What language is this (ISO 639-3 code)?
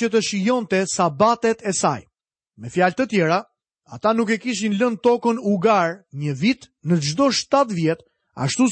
sqi